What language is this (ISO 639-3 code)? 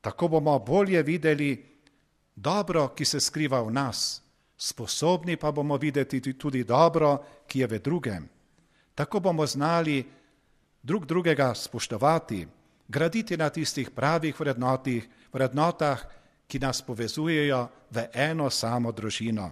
slv